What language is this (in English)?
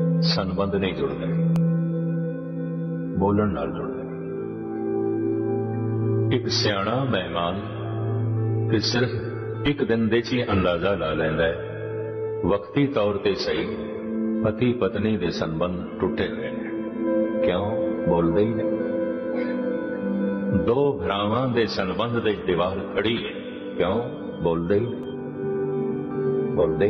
Punjabi